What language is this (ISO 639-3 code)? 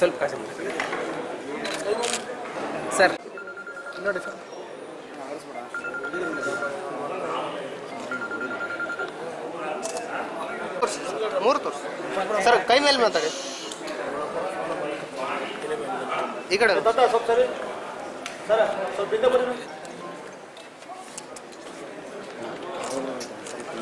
kan